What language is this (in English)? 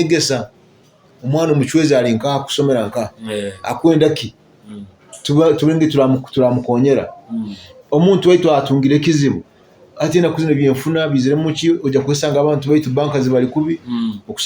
Nyoro